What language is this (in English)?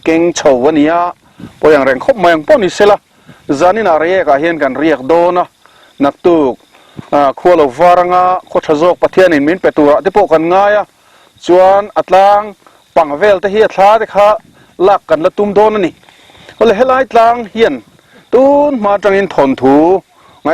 Mizo